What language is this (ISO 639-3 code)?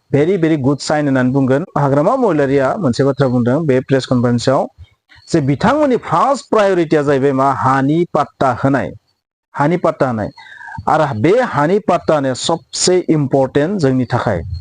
brx